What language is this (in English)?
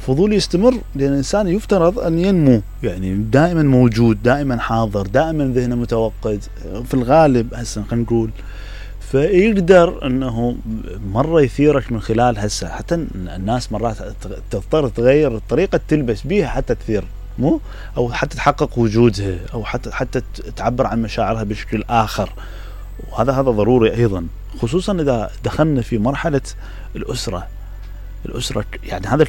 Mesopotamian Arabic